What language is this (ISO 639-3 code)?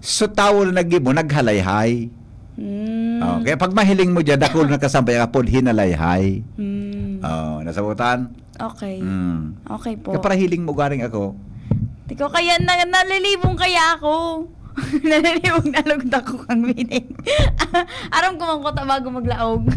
bik